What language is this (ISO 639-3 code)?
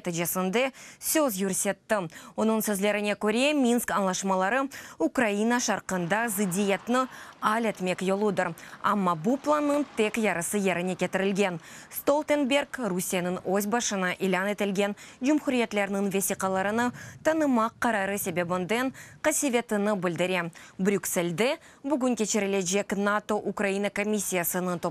crh